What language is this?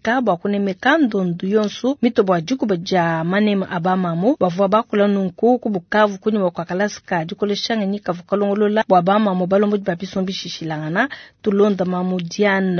Luba-Lulua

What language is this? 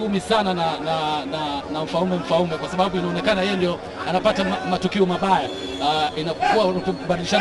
Swahili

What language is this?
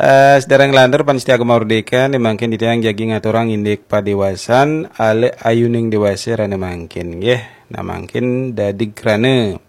Balinese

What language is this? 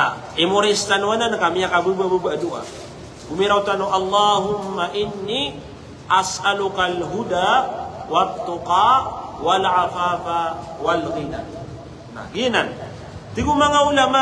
Maranao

